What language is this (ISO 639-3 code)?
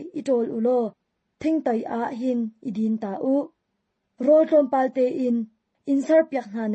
cnh